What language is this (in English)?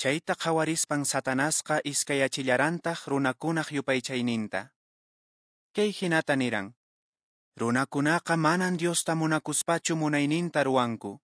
Quechua